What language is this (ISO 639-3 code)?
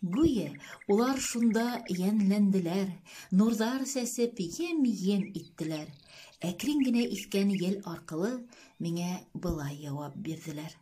bak